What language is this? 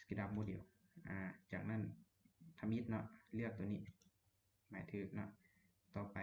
Lao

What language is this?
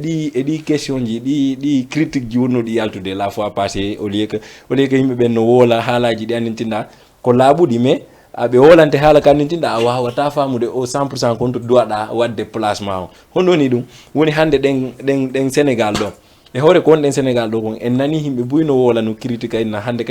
Fula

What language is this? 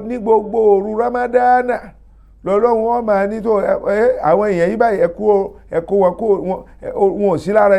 Yoruba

